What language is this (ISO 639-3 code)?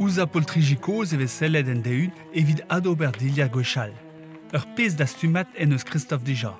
bre